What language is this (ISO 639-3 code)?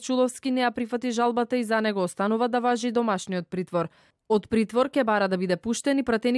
mkd